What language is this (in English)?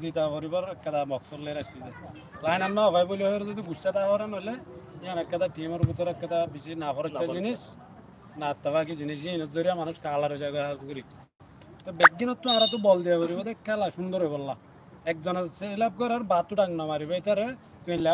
Rohingya